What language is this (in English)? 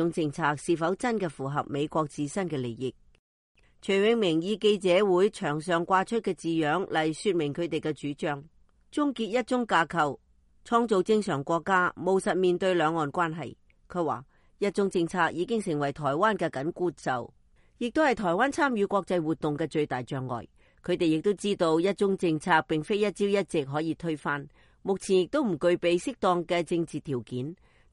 Cantonese